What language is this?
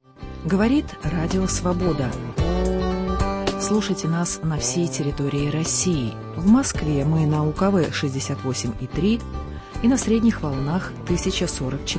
Russian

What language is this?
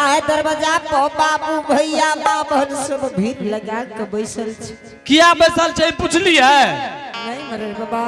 Angika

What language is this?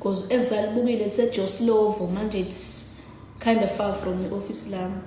Zulu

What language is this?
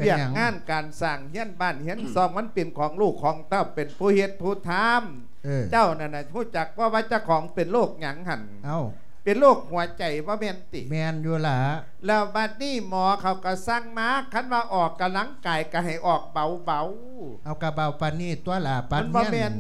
Lao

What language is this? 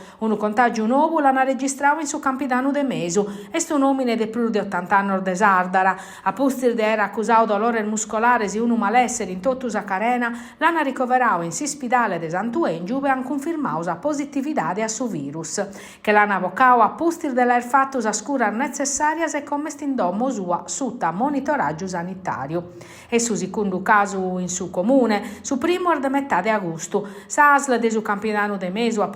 Sardinian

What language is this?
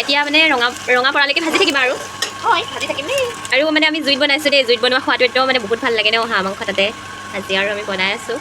Assamese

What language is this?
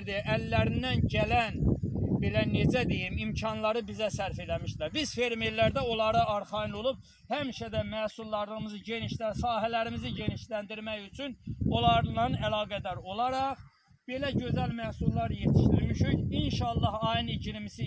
Azerbaijani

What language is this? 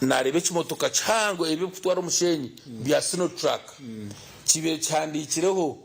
Nyankole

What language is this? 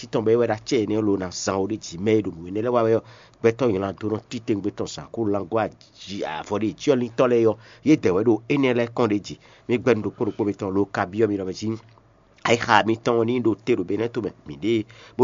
Fon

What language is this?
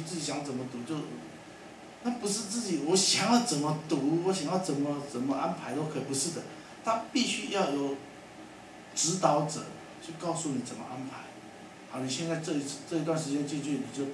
Chinese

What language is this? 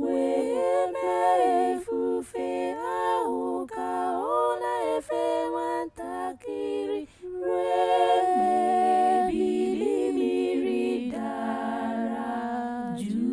Igbo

